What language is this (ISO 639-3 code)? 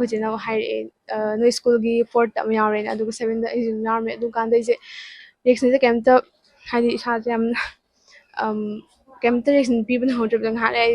mni